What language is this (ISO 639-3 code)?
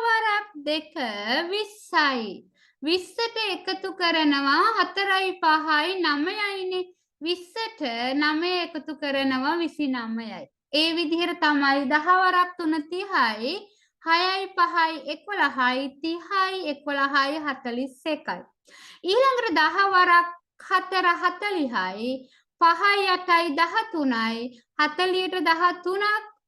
sin